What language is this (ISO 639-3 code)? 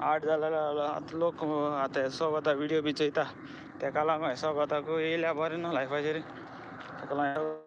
kok